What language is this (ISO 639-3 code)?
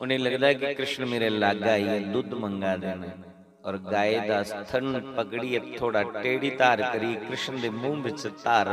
doi